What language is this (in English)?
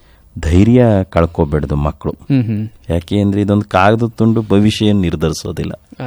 Kannada